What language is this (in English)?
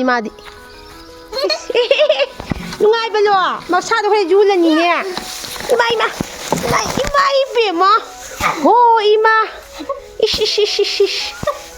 Manipuri